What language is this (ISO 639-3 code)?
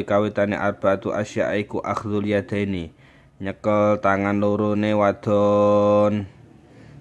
jav